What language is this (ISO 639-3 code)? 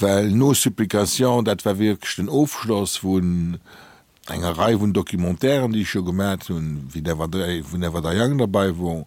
ltz